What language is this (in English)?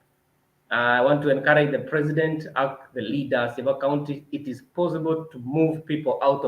Kalenjin